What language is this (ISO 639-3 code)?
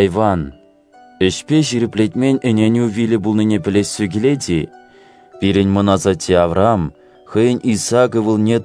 chv